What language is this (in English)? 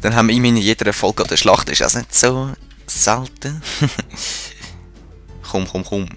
Swiss German